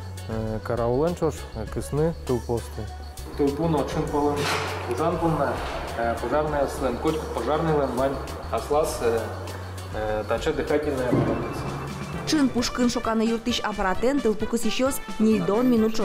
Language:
Udmurt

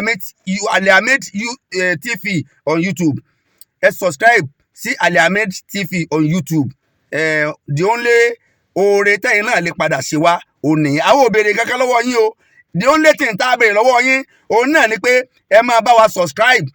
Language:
Yoruba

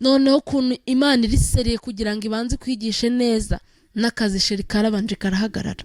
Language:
Kinyarwanda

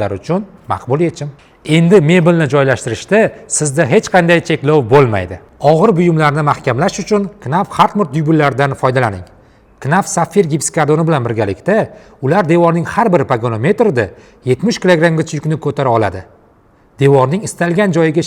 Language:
Uzbek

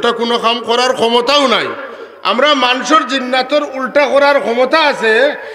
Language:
Sylheti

